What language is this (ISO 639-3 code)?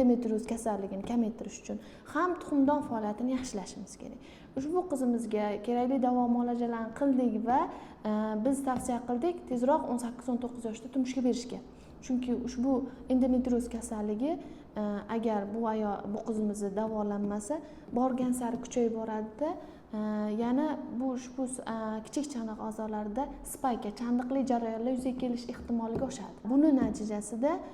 uzb